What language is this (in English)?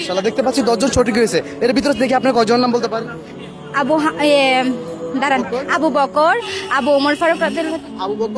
Bangla